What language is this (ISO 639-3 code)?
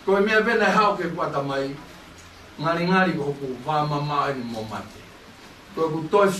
ton